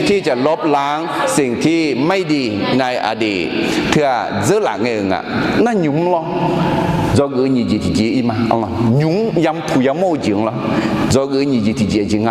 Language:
Akha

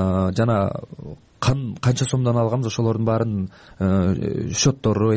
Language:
Kyrgyz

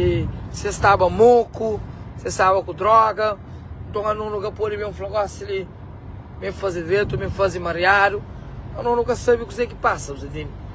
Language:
Kabuverdianu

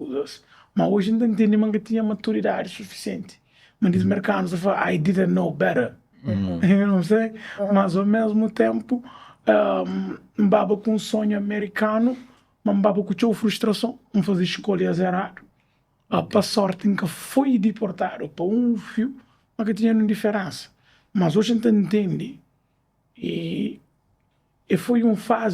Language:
Kabuverdianu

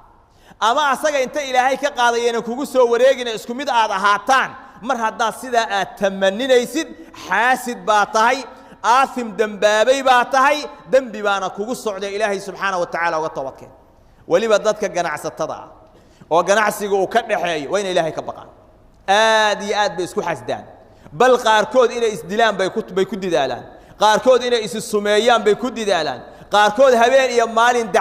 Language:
Somali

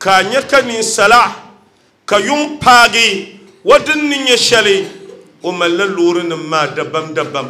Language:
Dagbani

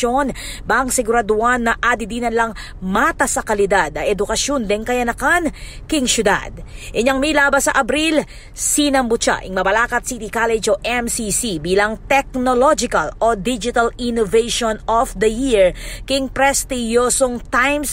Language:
Pampanga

